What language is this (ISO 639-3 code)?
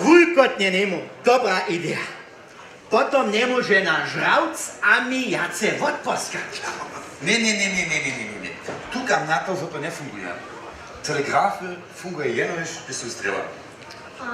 hsb